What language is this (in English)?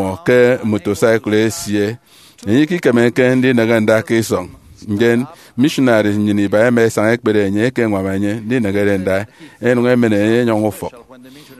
Efik